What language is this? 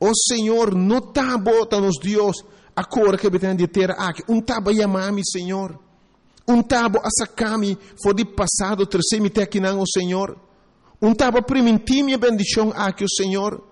Papiamento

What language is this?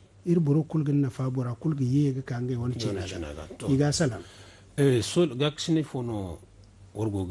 Zarma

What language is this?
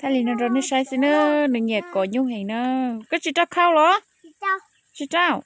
Hmong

